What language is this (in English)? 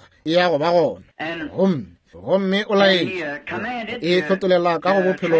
Northern Sotho